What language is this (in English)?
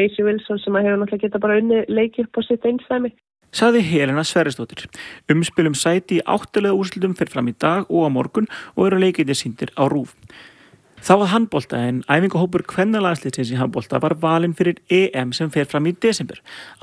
Icelandic